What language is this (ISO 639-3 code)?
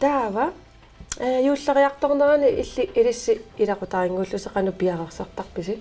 kal